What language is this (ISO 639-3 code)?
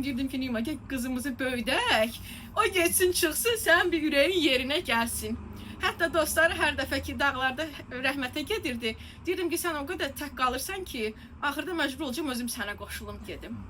aze